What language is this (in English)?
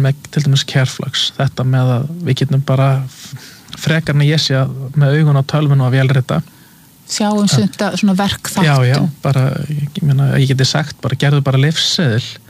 Icelandic